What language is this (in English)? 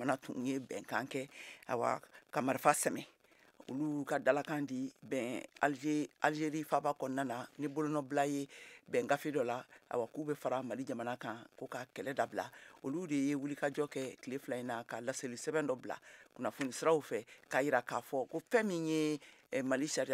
Bambara